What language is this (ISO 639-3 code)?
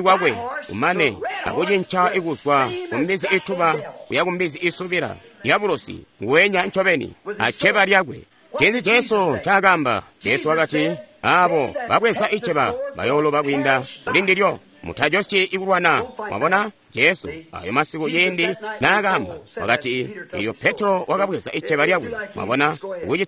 toi